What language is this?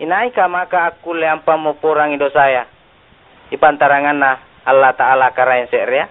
Makasar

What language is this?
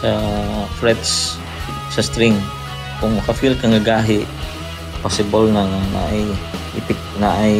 Cebuano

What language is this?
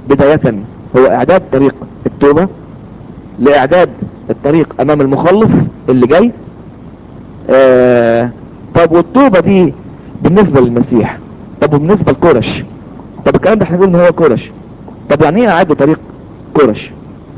Egyptian Arabic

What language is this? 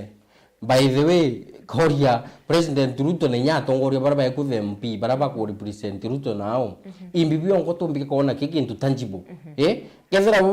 Meru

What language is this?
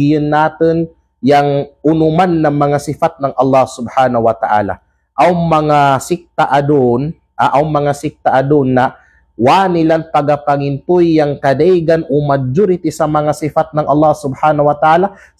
Kalagan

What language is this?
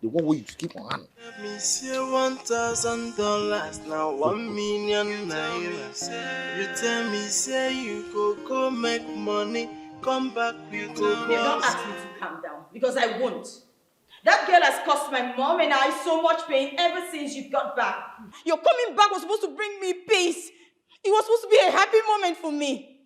Nigerian Pidgin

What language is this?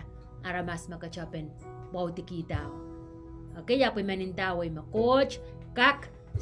Pohnpeian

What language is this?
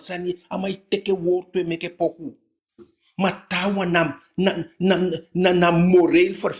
Eastern Maroon Creole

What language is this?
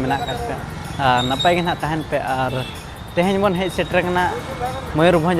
Santali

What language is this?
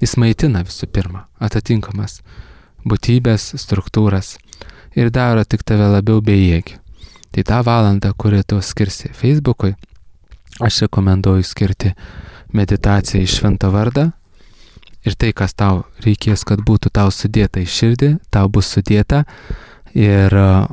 Lithuanian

